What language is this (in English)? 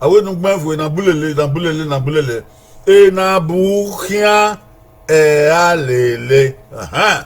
Bini